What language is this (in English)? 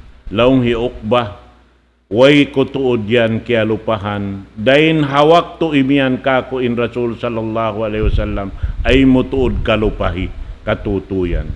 Tausug